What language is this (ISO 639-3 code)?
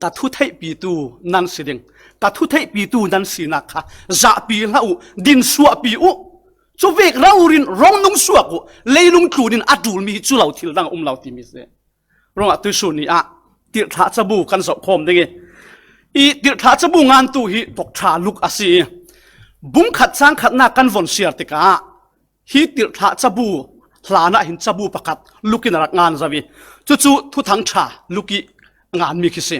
cfm